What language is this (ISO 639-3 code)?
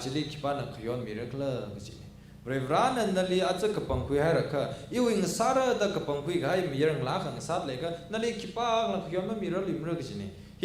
nmf